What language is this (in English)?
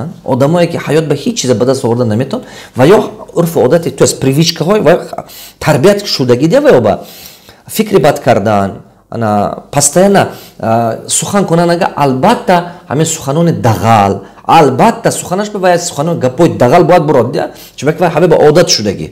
Tajik